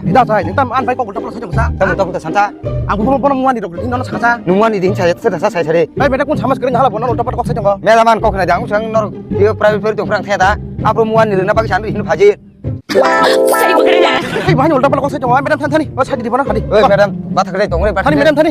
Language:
Kok Borok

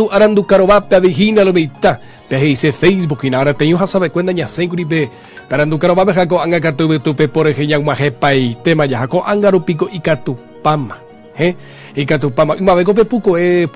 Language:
Guarani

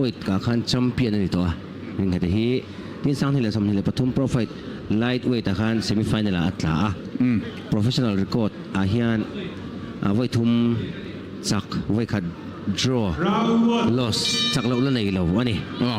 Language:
Mizo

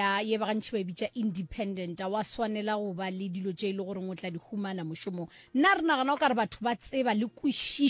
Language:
Northern Sotho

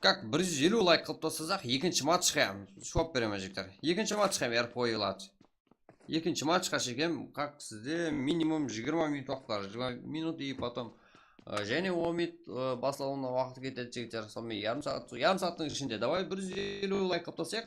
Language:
Kara-Kalpak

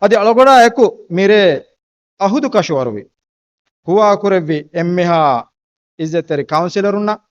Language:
Divehi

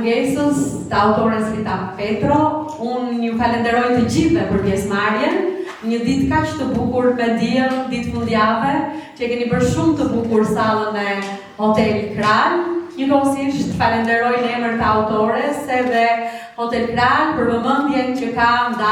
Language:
Albanian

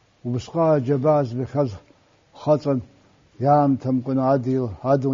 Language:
Abkhazian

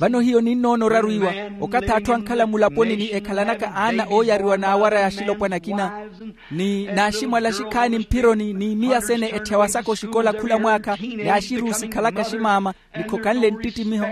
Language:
Makhuwa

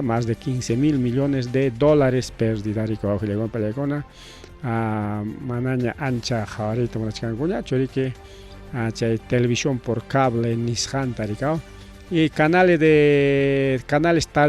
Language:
Ayacucho Quechua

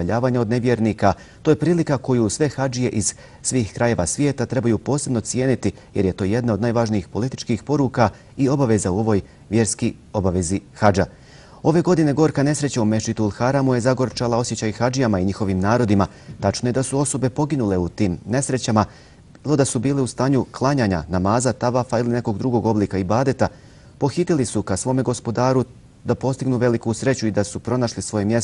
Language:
Bosnian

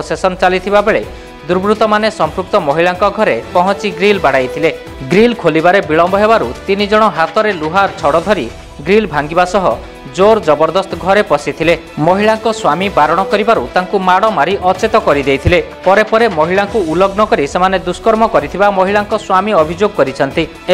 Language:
Odia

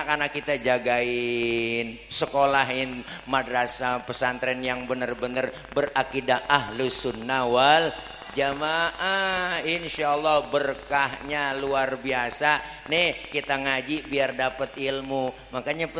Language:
Betawi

